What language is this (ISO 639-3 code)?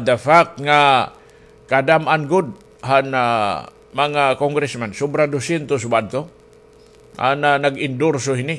war